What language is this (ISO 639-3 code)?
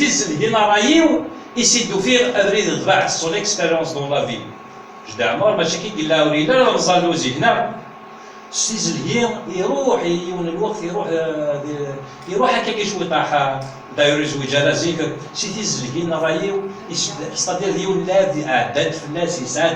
kab